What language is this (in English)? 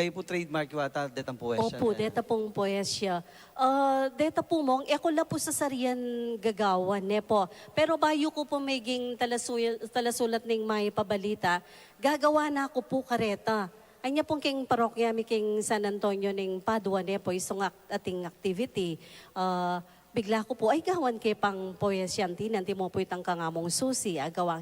Pampanga